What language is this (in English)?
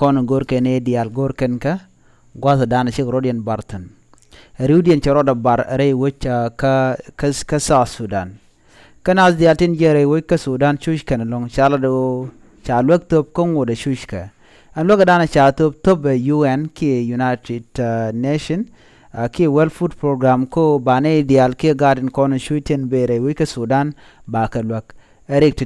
Nuer